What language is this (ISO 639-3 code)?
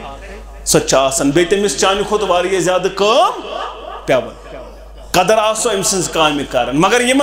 kas